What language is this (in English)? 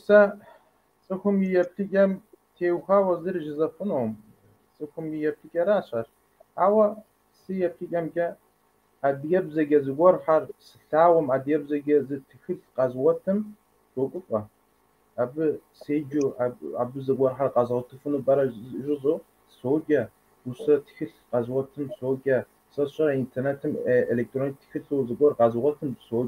Kabardian